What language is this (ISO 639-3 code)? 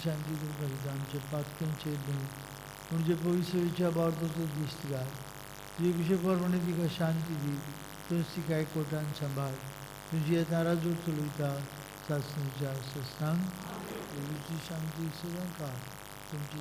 kok